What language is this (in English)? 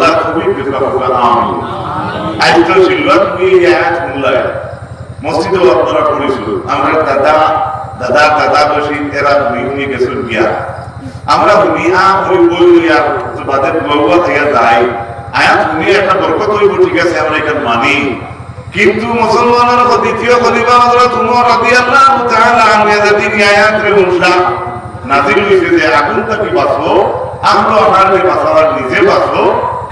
Sylheti